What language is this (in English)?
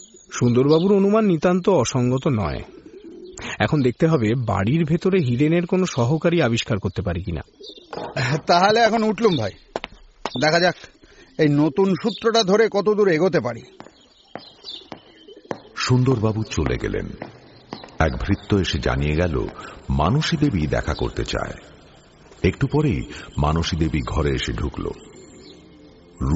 Bangla